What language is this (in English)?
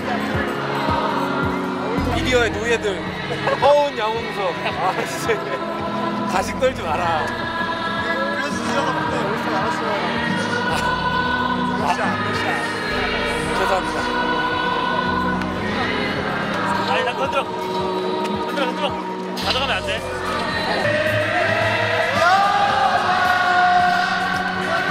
Korean